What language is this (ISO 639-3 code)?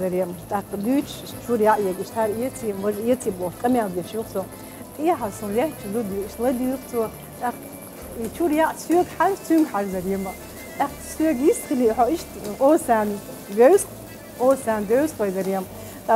che